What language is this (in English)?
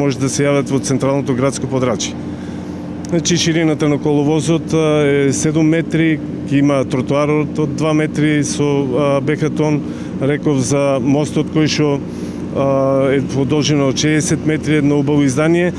Macedonian